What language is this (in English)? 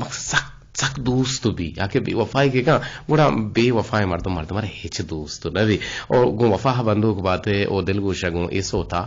Eastern Balochi